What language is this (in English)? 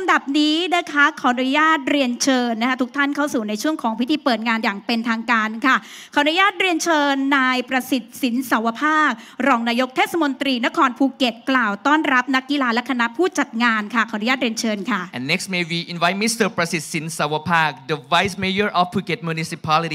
Thai